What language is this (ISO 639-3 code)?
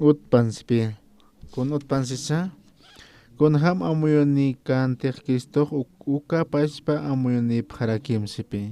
aym